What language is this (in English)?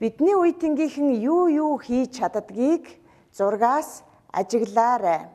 Mongolian